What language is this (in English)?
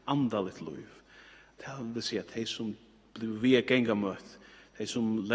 Faroese